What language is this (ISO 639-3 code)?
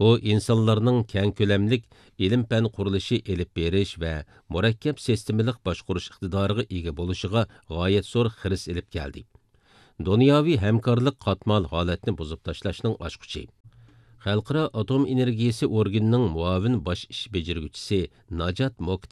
uig